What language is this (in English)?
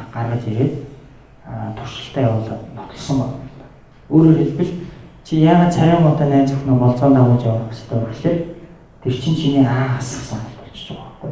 Mongolian